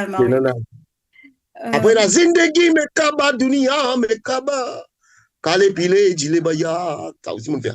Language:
Morisyen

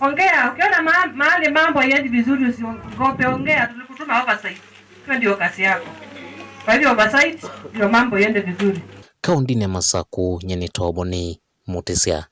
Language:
Kamba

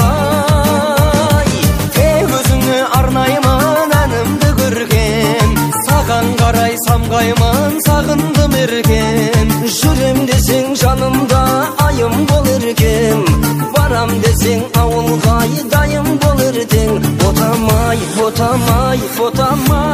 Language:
Kazakh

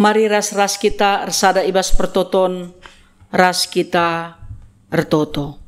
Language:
Batak Karo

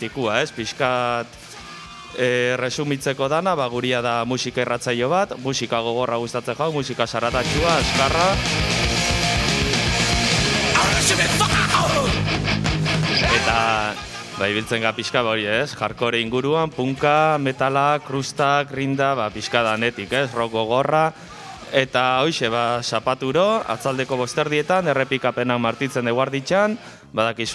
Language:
Basque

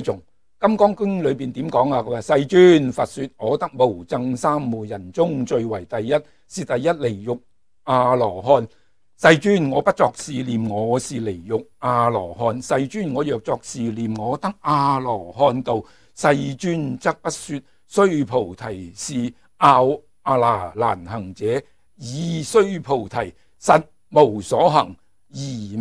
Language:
Cantonese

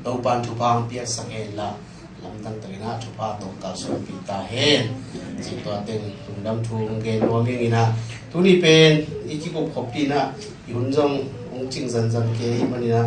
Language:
Tedim Chin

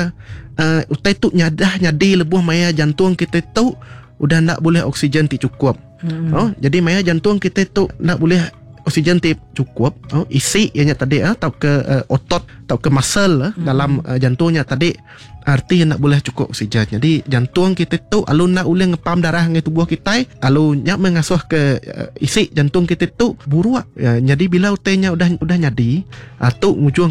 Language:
Iban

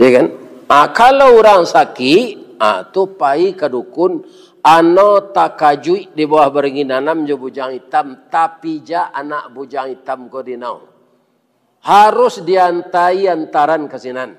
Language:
Minangkabau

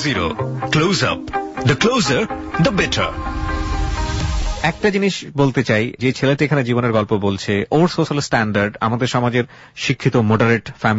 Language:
Bangla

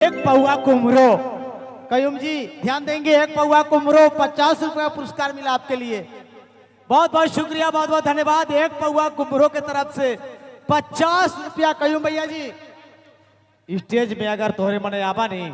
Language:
Sadri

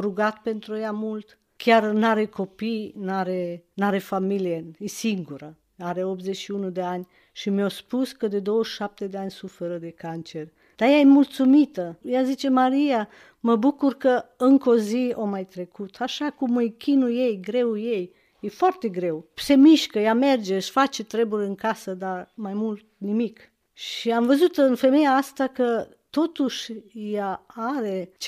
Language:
Romanian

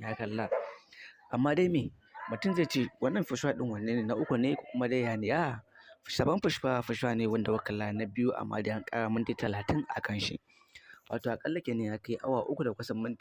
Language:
Hausa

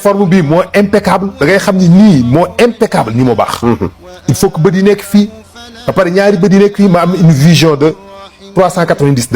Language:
Wolof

